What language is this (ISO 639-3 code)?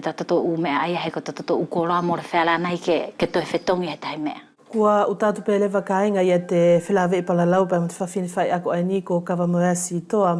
wls